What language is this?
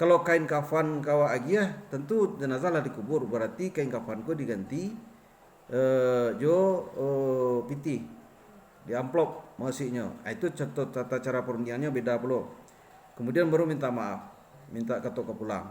Minangkabau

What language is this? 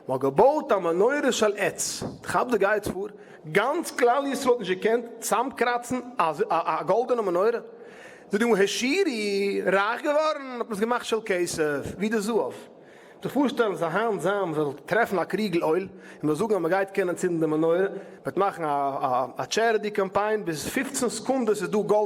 Yiddish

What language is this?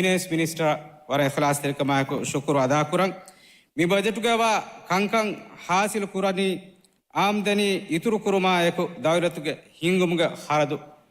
Divehi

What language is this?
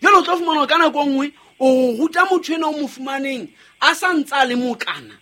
Southern Sotho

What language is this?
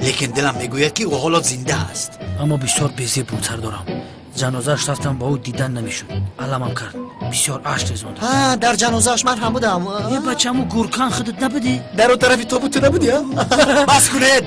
Tajik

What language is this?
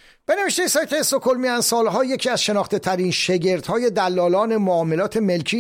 Persian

